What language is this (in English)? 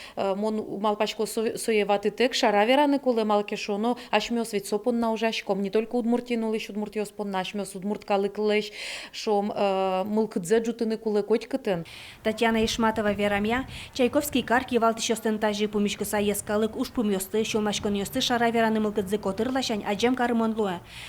Udmurt